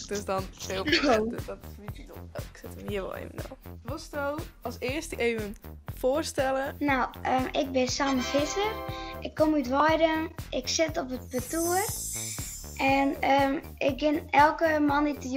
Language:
Western Frisian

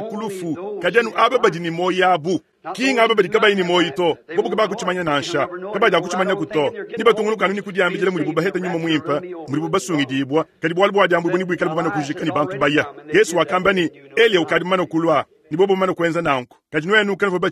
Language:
Luba-Lulua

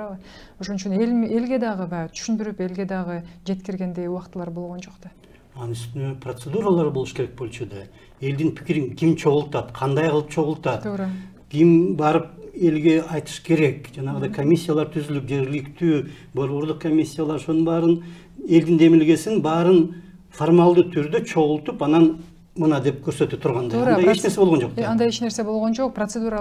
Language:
Kyrgyz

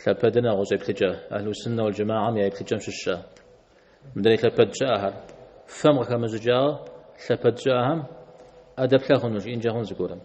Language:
Kabardian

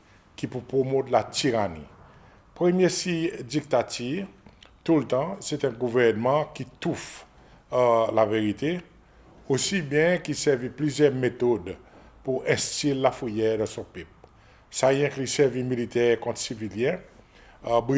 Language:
Seselwa Creole French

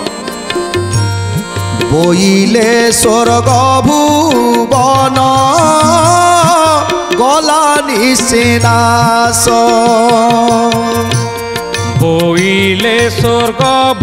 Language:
Odia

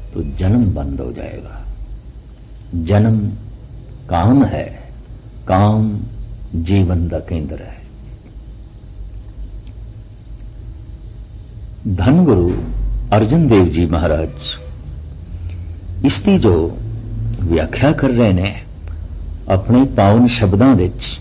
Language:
Punjabi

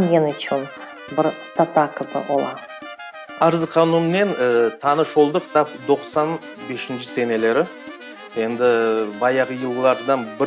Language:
Crimean Tatar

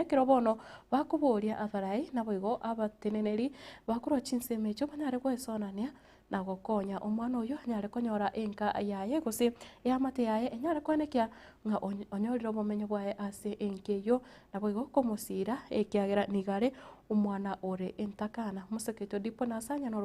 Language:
Gusii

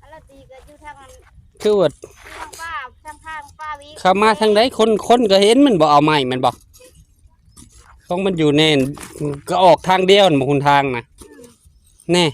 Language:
Northeastern Thai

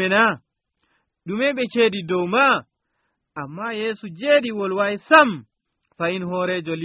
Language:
Nigerian Fulfulde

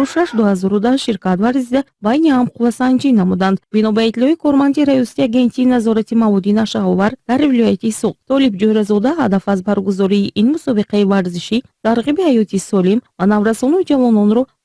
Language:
Tajik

